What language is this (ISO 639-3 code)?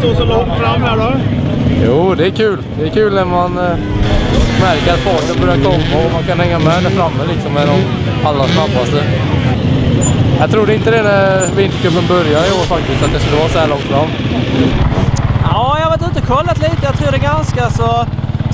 swe